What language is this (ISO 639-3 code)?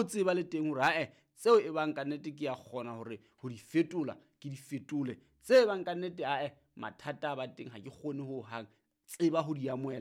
sot